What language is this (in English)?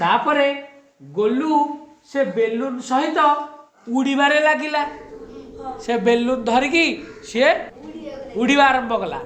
Odia